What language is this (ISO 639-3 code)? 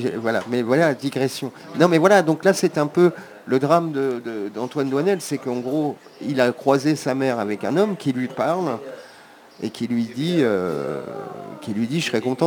fra